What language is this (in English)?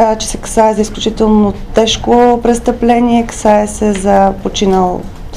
Bulgarian